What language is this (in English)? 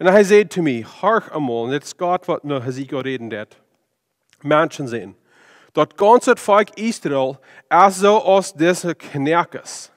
Plautdietsch